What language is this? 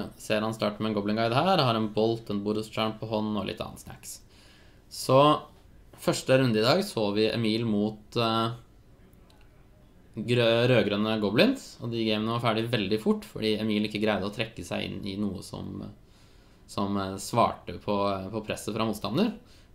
Norwegian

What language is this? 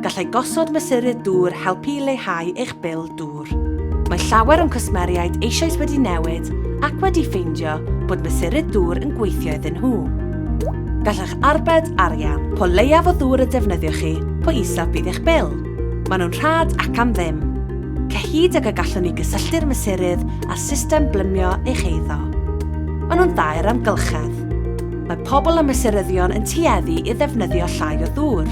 Welsh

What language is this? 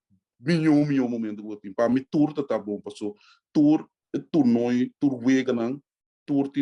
Papiamento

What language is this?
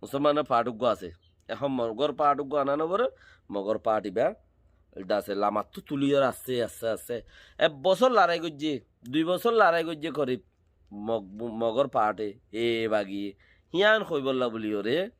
Rohingya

